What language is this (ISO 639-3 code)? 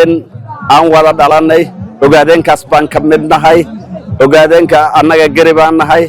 som